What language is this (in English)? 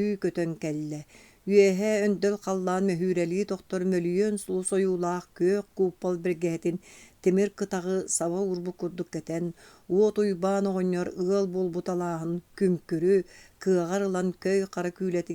Yakut